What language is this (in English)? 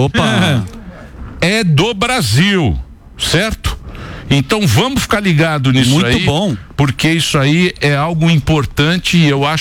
Portuguese